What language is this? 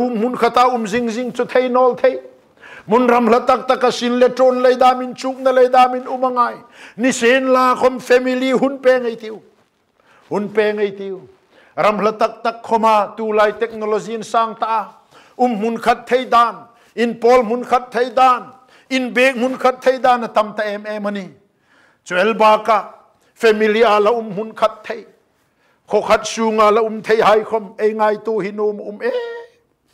Hmar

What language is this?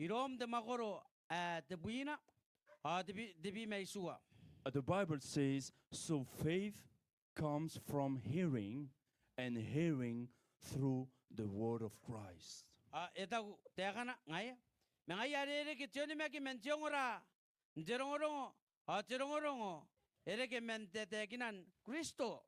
Gilbertese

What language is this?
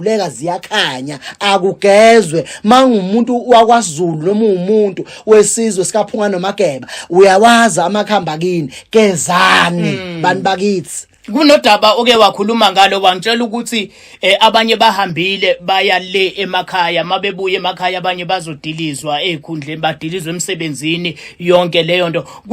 Zulu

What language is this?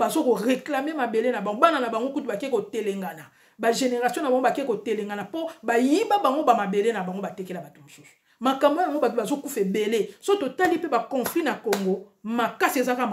Lingala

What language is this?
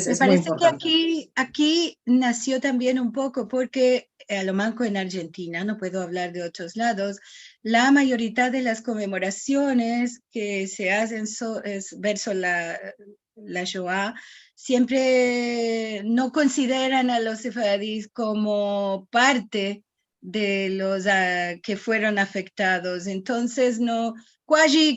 Ladino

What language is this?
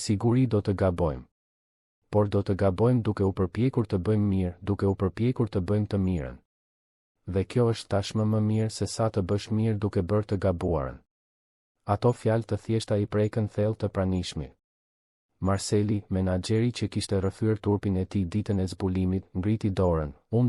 Albanian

